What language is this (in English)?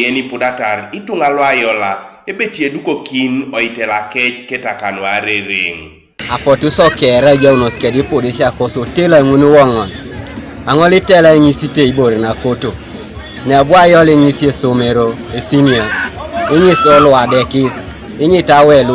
Teso